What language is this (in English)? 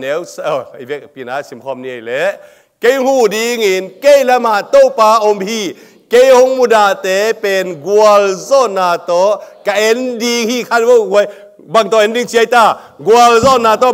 Tedim Chin